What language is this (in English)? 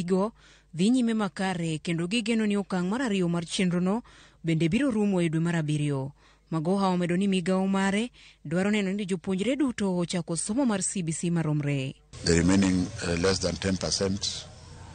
Luo (Kenya and Tanzania)